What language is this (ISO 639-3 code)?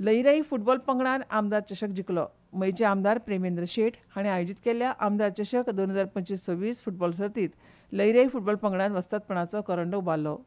kok